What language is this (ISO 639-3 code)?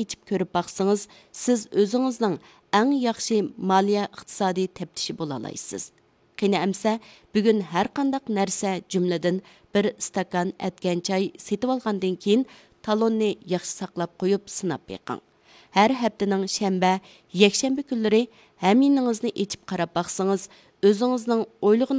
uig